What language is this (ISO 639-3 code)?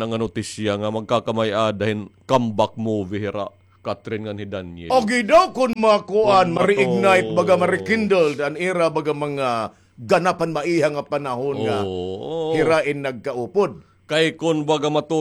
war